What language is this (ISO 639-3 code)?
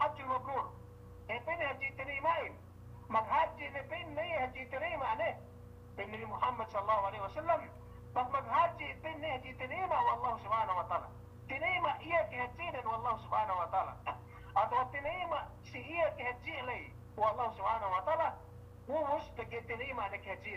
yka